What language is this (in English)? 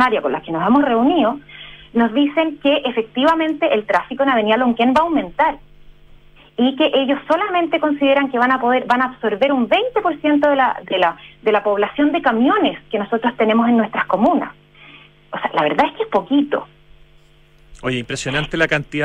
Spanish